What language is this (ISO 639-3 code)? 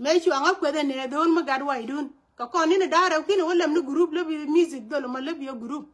nus